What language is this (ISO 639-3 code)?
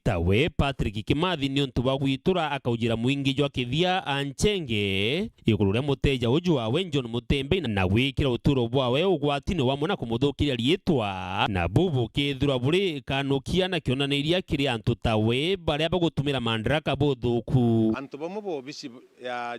mer